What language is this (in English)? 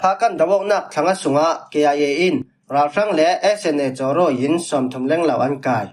Falam Chin